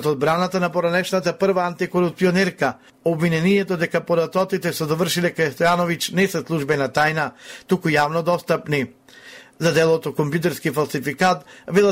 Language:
Macedonian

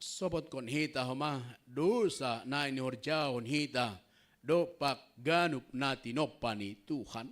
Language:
Batak Simalungun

